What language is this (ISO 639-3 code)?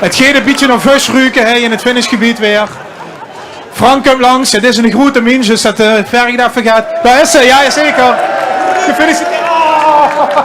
lim